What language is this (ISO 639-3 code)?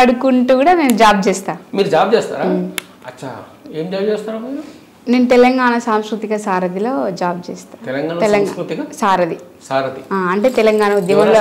tel